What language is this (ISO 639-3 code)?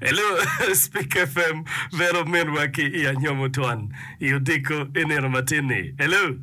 ach